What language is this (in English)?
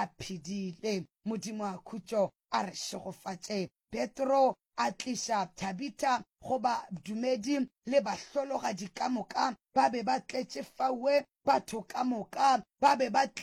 Northern Sotho